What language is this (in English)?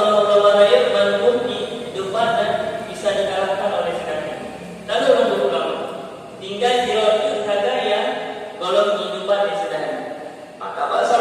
Achinese